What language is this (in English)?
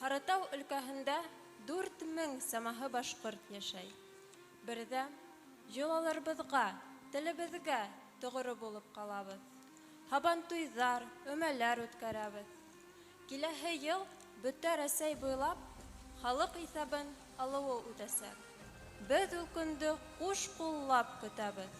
Bashkir